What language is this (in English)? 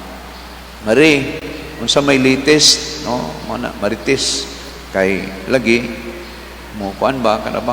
Cebuano